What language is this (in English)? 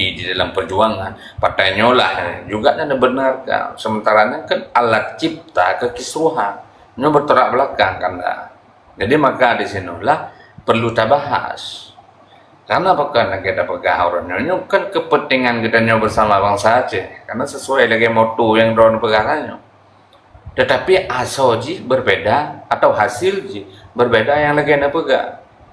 Achinese